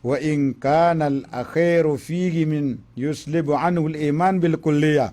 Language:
Maranao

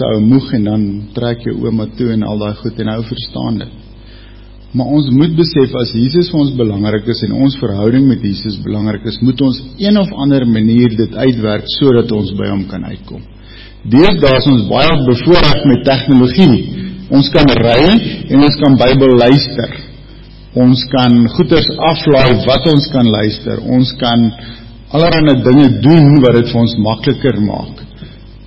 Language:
Afrikaans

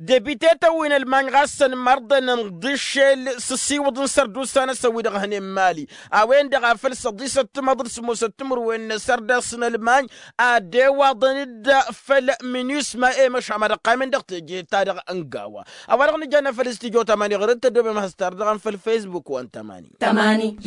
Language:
Tamasheq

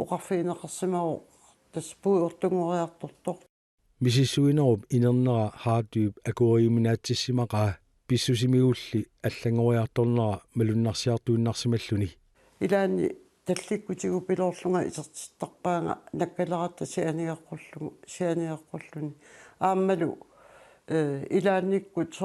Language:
Kalaallisut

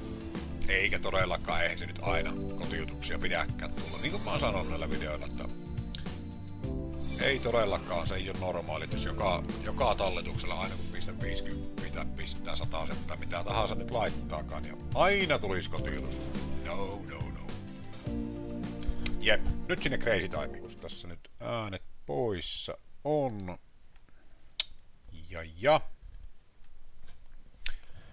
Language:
Finnish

